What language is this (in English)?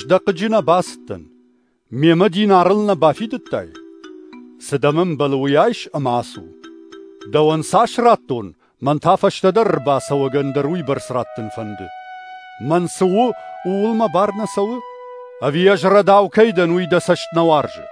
Ossetic